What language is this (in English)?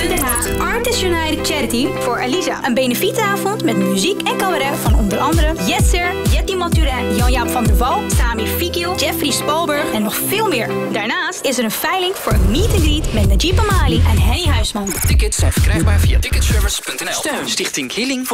Dutch